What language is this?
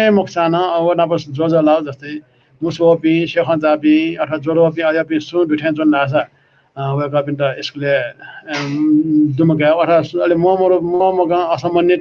Newari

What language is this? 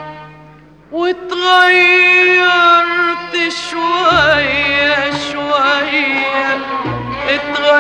Egyptian Arabic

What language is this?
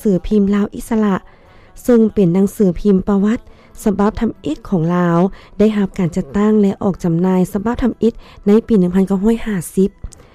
Lao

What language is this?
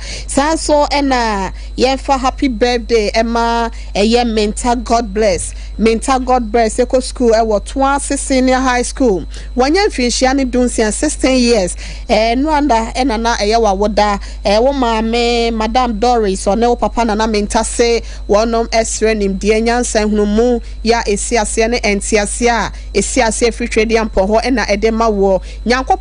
Akan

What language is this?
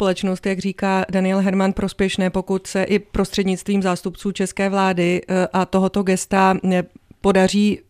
Czech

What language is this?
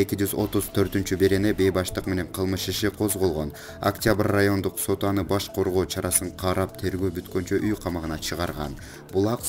Kyrgyz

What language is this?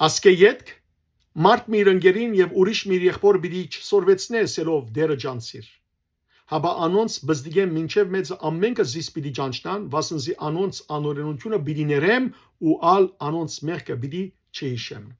Western Armenian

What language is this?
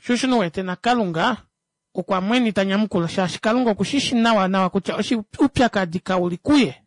Kuanyama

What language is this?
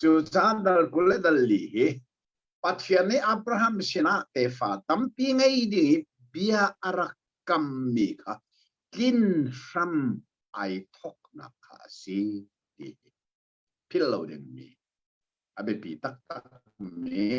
Hakha Chin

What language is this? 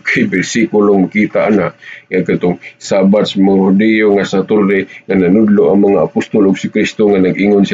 Cebuano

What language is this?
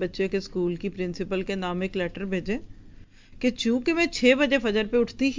Urdu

